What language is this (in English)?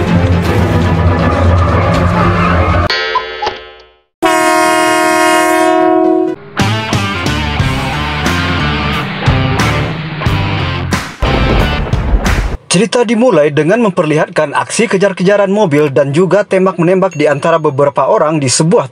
Indonesian